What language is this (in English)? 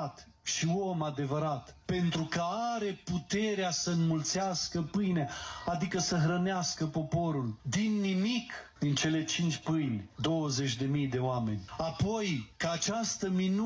Romanian